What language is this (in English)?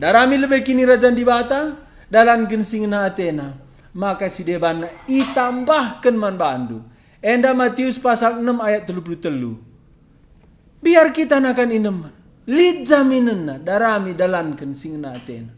Batak Karo